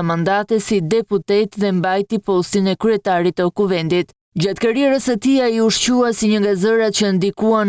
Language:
Albanian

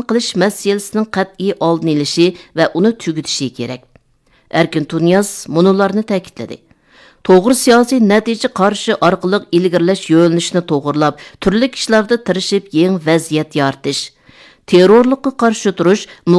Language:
Uyghur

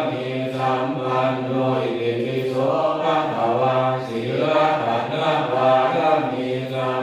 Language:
Pali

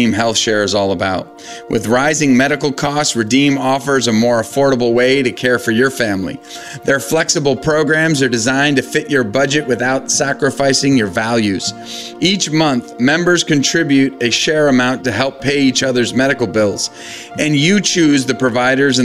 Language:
English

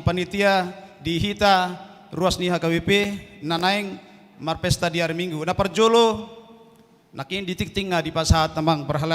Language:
Batak Toba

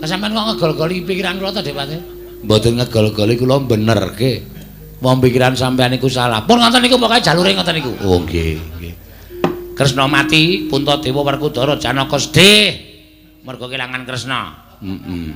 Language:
Javanese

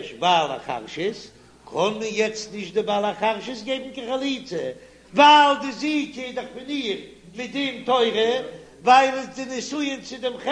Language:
Yiddish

